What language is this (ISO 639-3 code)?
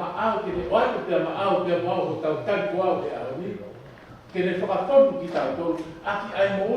ton